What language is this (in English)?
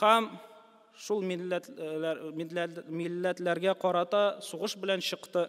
Tatar